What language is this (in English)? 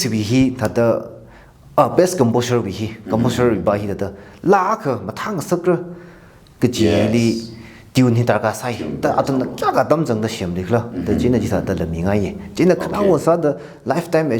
Tangkhul Naga (India)